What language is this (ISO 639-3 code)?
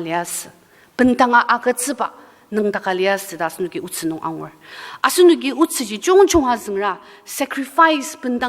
njo